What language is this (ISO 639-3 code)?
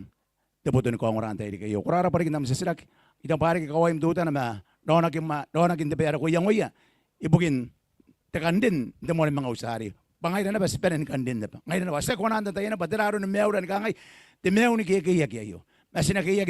gil